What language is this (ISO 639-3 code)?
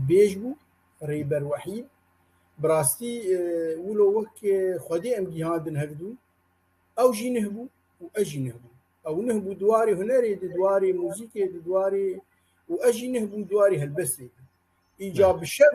kur